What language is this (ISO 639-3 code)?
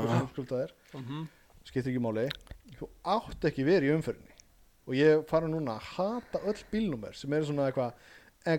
isl